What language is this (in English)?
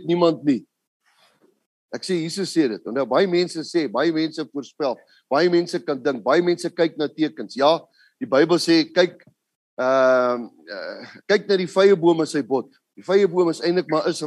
Afrikaans